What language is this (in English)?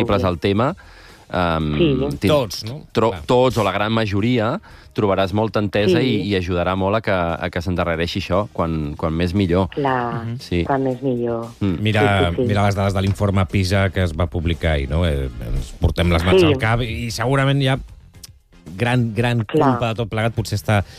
Catalan